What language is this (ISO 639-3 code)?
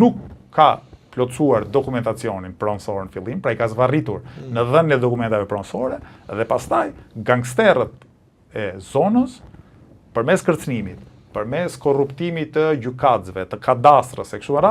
sqi